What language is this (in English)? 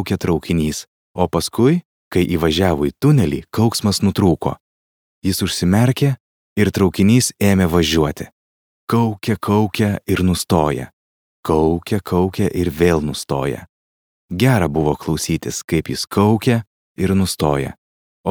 Lithuanian